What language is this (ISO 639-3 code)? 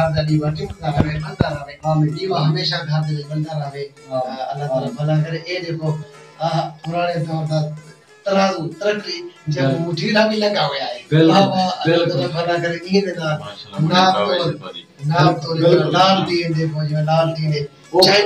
skr